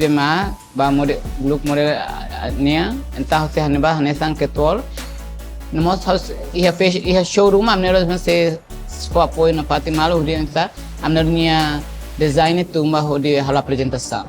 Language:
Tetum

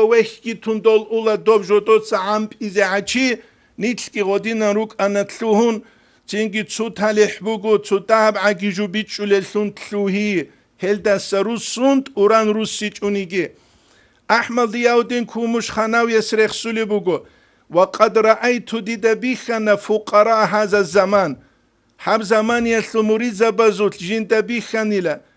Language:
Avaric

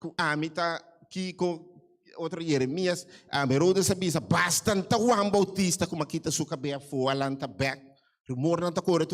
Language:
Papiamento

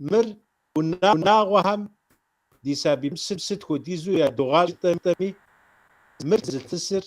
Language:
Kabardian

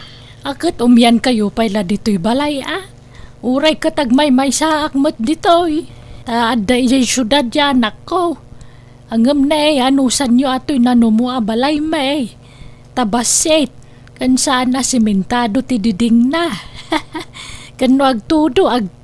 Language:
Iloko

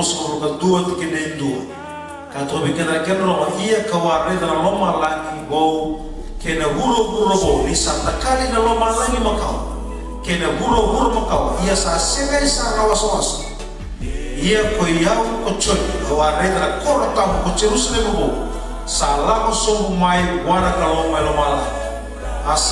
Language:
Fijian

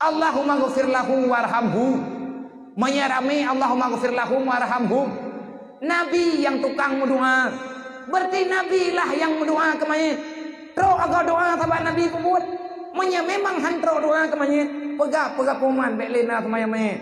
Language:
Achinese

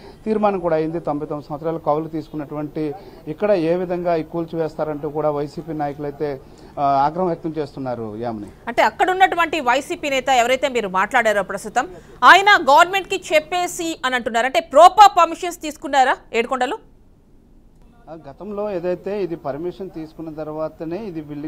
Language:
Telugu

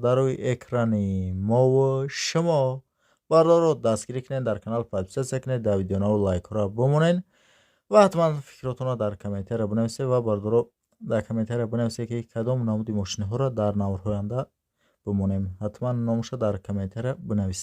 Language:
Tajik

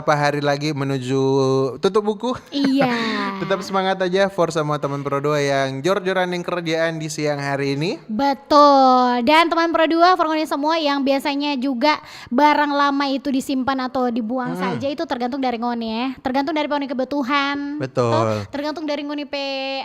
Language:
Manado Malay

